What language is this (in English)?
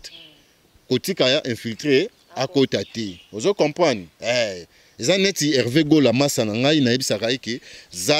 Lingala